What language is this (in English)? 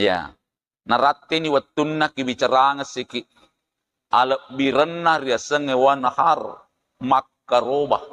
Buginese